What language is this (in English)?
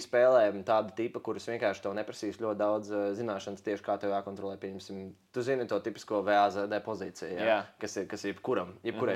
Latvian